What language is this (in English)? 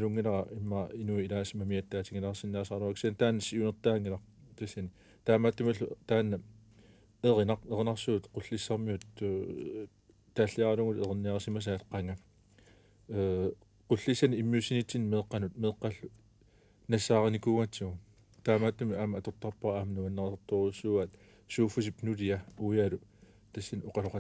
Kalaallisut